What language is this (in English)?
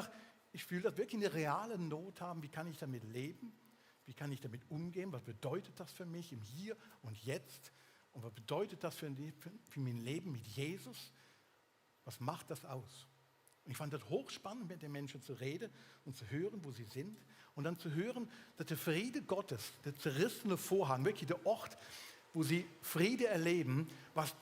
Swiss German